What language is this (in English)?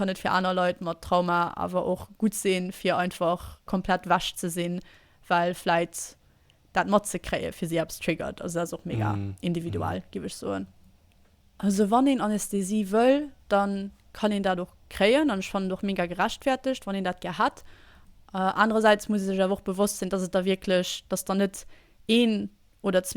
Luxembourgish